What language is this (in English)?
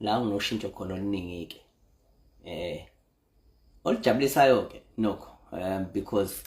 Zulu